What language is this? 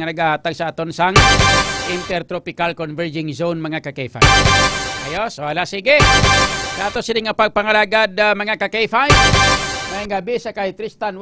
Hiligaynon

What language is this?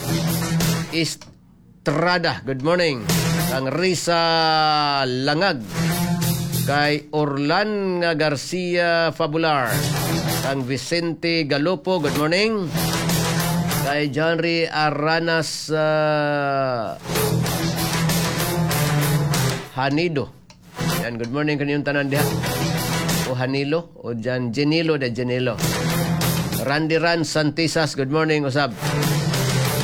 Cebuano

